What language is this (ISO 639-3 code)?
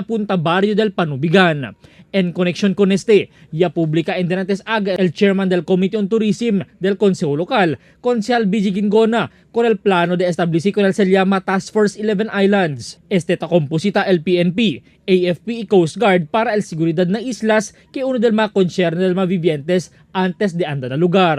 cbk